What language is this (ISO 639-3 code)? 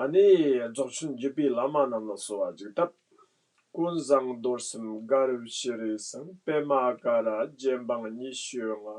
bod